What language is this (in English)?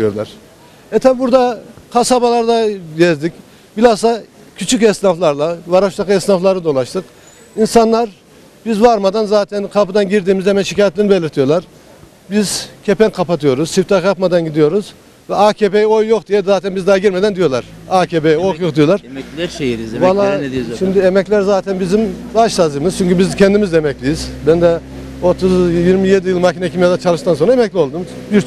Turkish